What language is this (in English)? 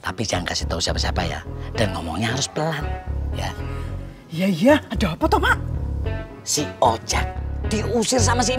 Betawi